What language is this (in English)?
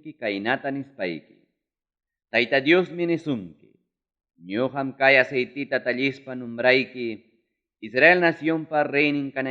Ayacucho Quechua